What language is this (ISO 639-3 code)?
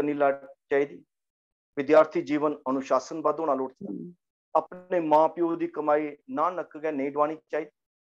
doi